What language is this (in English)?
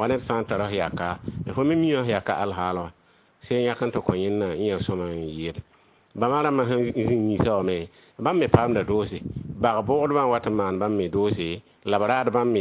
Mossi